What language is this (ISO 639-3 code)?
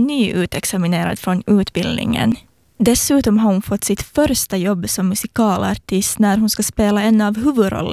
swe